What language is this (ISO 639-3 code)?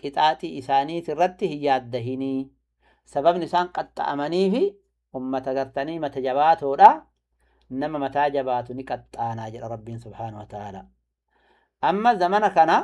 orm